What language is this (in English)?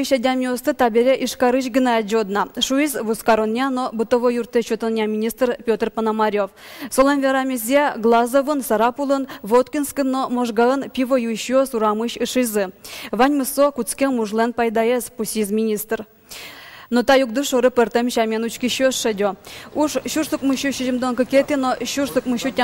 Udmurt